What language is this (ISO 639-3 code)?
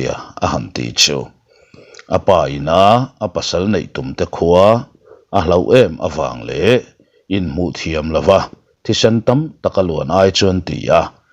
lus